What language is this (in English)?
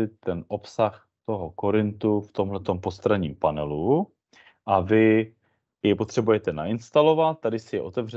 Czech